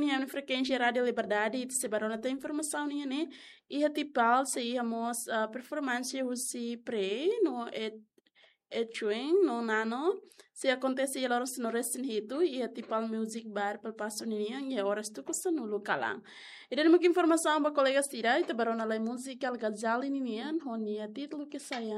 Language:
Tetum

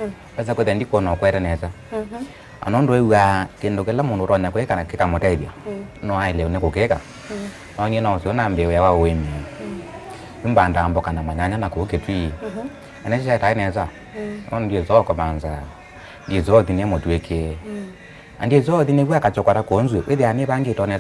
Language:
Kamba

